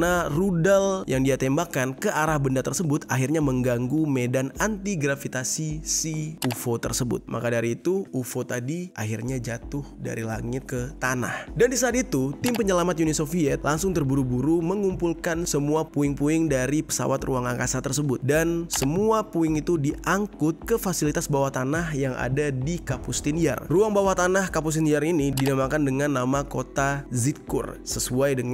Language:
Indonesian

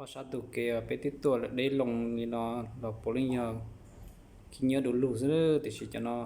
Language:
Hmong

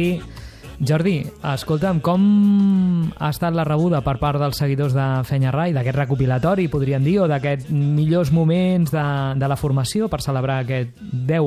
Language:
Catalan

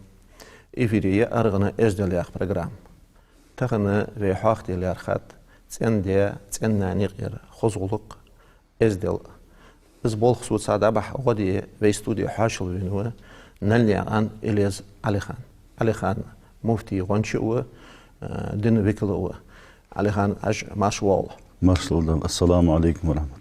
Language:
Ingush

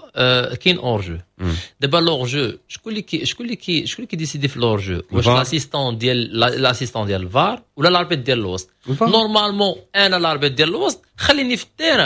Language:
Moroccan Arabic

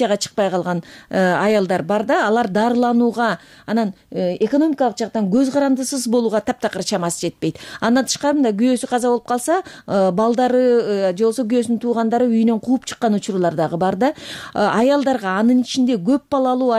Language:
Kyrgyz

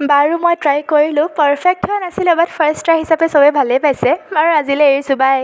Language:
Assamese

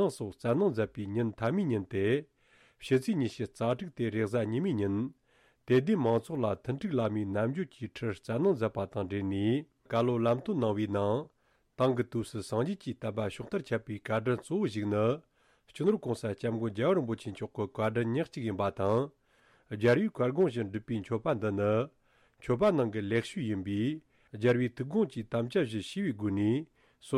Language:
Tibetan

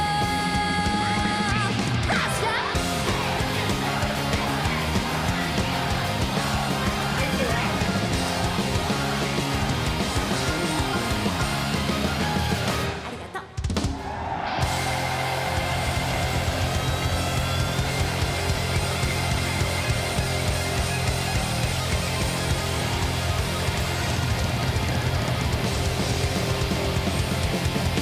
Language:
Japanese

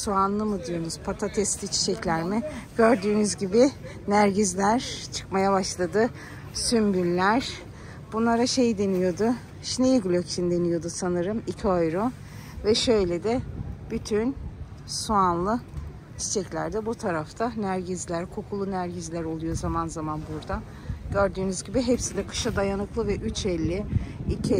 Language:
Turkish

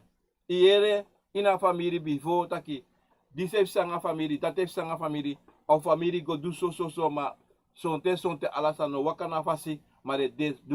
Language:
Sranan Tongo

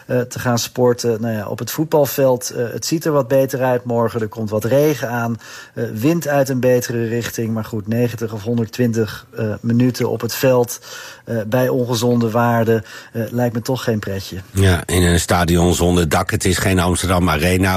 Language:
Dutch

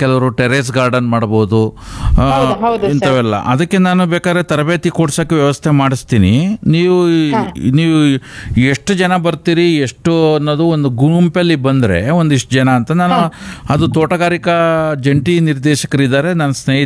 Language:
Kannada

